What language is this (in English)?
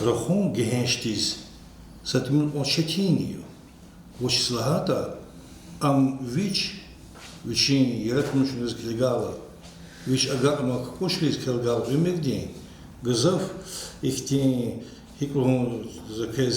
Lezghian